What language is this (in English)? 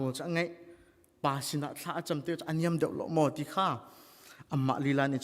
Hakha Chin